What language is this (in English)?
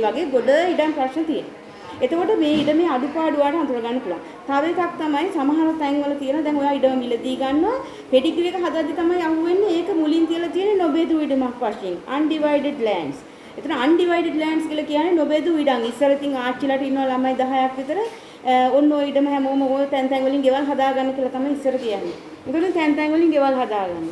Sinhala